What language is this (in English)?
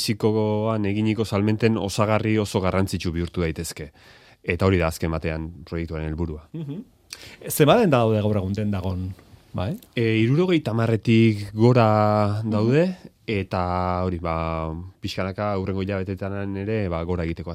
Basque